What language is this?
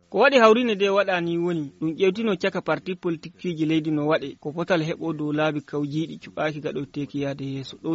Fula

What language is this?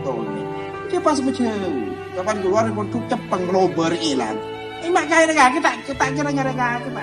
Madurese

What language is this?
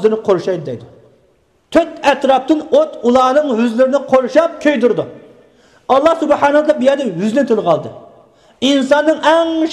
Uyghur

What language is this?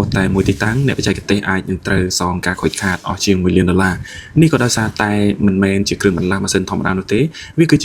Khmer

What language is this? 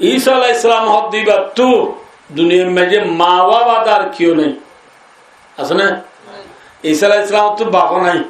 Rohingya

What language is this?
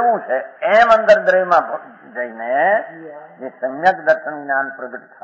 Gujarati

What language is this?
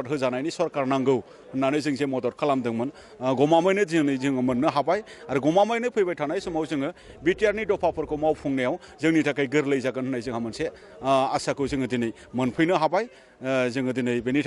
Bodo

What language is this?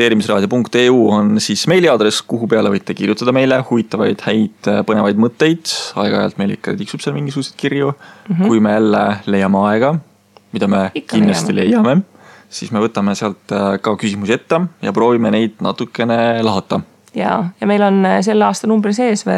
Estonian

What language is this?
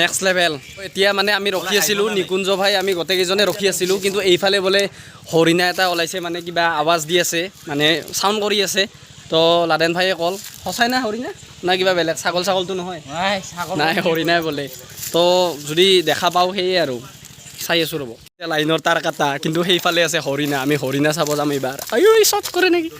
Assamese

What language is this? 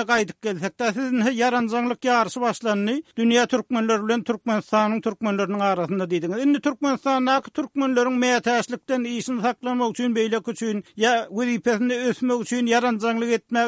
Turkmen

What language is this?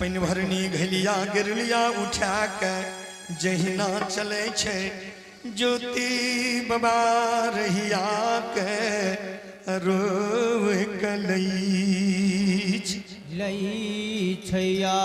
Angika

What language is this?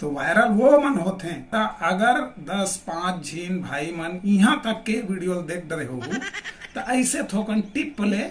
Chhattisgarhi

